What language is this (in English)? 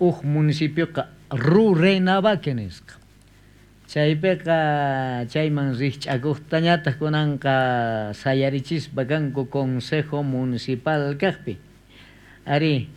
South Bolivian Quechua